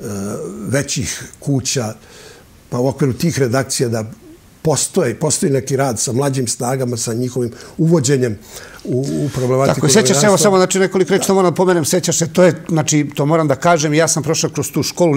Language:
Serbian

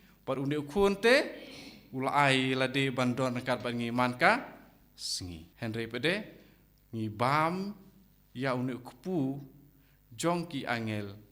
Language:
Khasi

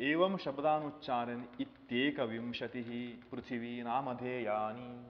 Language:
Sanskrit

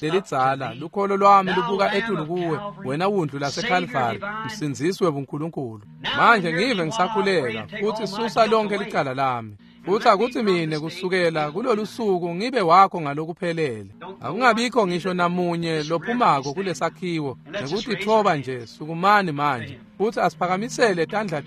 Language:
Swati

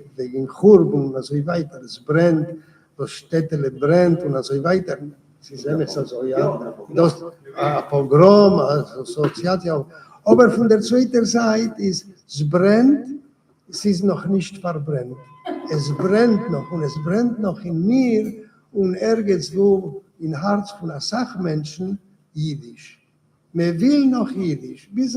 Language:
Yiddish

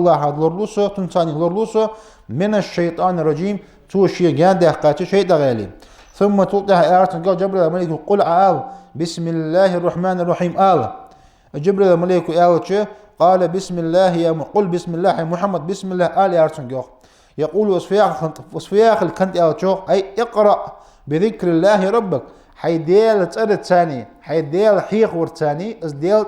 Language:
Ingush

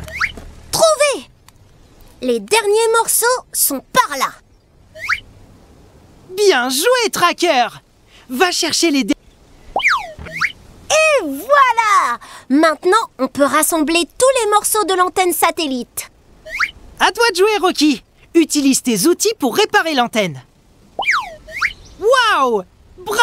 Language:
French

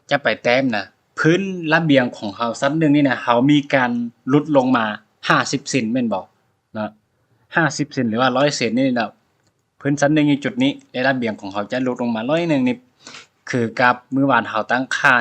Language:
Lao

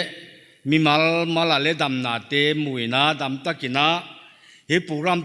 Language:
Paite Chin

